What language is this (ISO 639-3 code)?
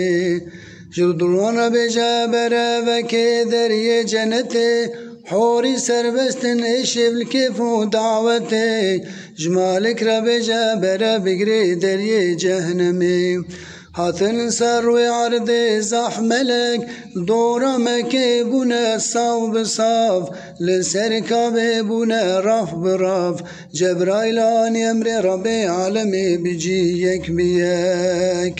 kur